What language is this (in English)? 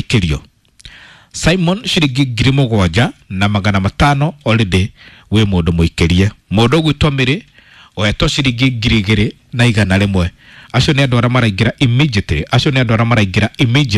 Kikuyu